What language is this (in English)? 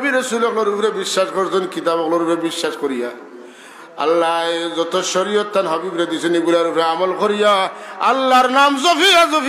Sylheti